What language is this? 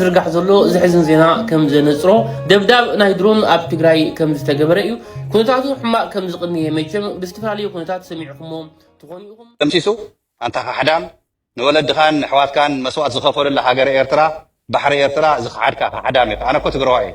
Tigrinya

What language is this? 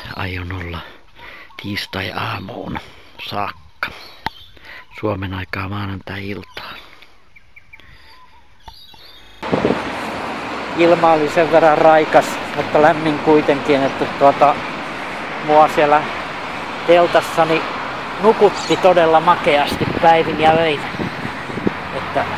Finnish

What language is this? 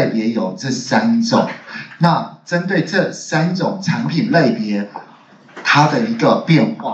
Chinese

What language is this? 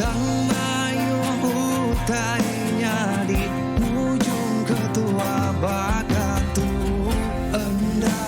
Iban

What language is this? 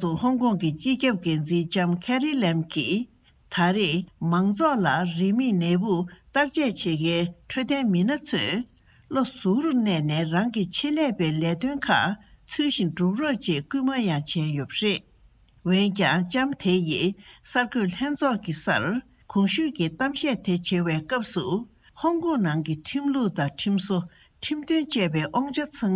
Tibetan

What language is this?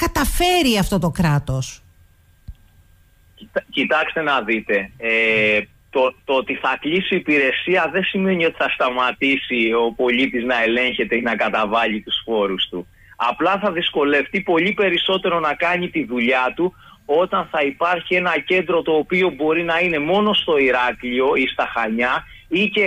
Greek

